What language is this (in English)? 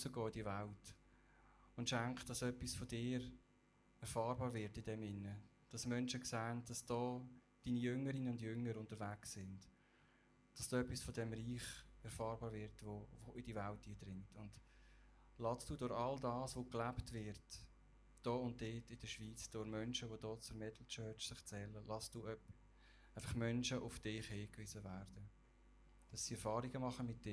Swiss German